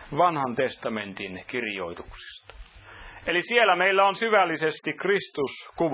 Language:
Finnish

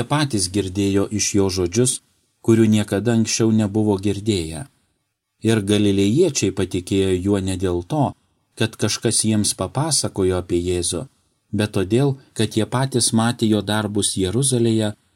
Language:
Lithuanian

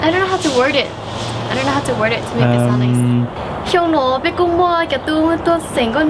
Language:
Hmong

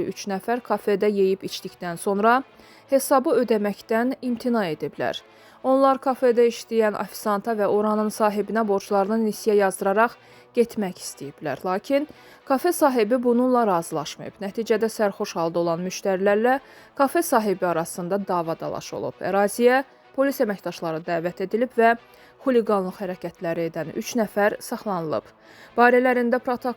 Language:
Azerbaijani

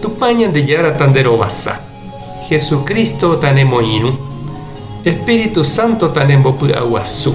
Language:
Guarani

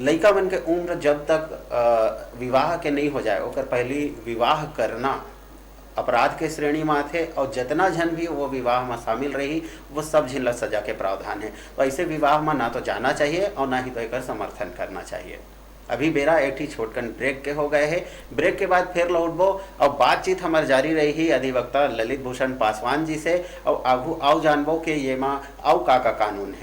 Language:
Chhattisgarhi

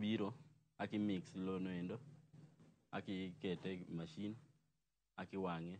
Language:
Luo (Kenya and Tanzania)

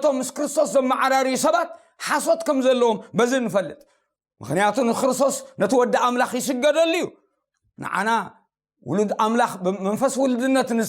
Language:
Tigrinya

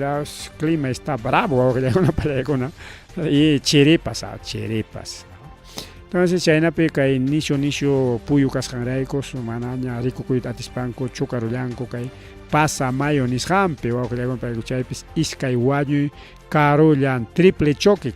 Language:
Ayacucho Quechua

